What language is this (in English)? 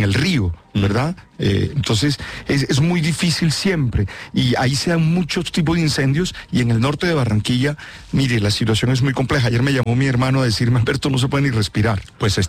Spanish